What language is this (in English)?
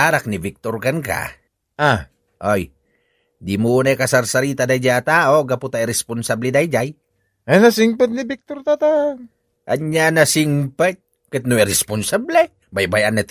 Iloko